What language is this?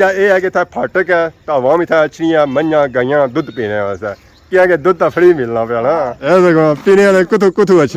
Pahari-Potwari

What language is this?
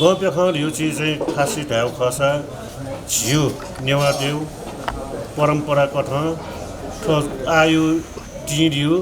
Newari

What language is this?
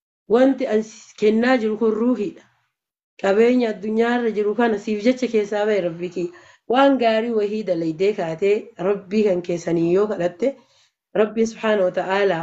Oromo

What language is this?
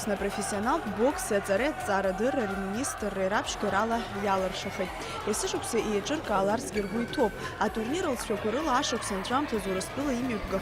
Abkhazian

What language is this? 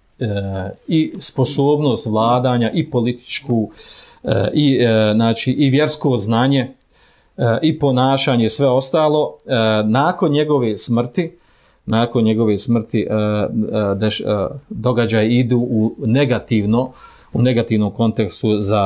Bosnian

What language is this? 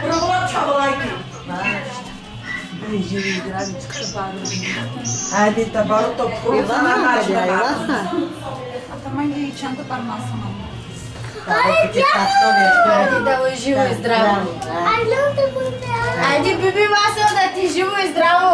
Bulgarian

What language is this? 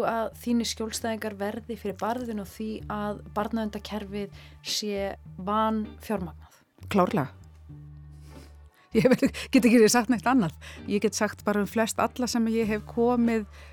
Icelandic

